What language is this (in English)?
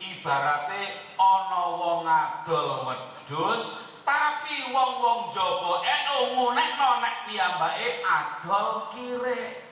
Javanese